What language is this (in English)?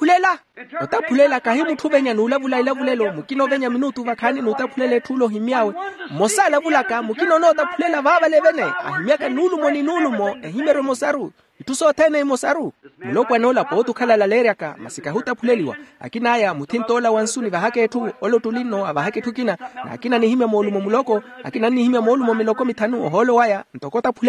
Makhuwa